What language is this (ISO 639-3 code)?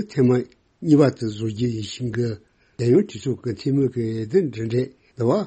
bod